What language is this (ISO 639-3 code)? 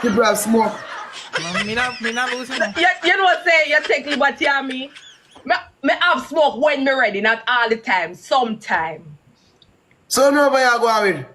jam